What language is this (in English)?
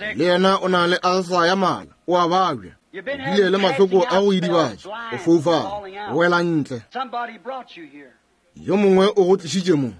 Northern Sotho